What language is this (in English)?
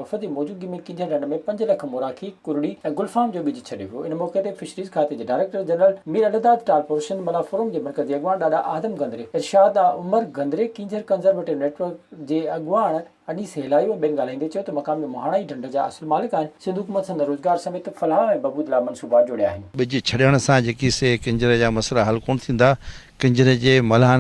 Sindhi